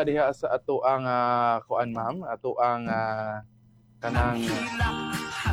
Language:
Cebuano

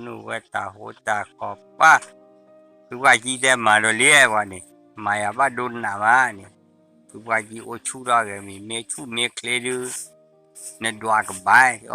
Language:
S'gaw Karen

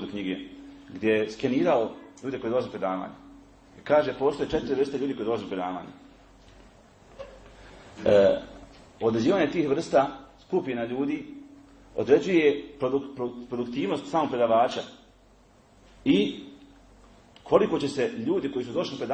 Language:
Bosnian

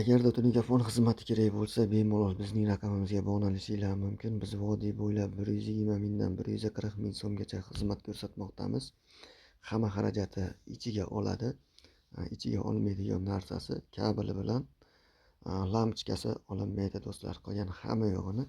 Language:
Uzbek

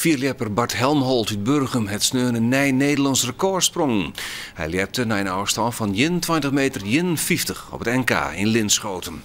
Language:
Western Frisian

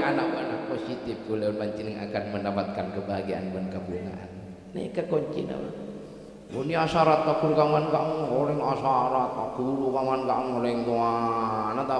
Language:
Madurese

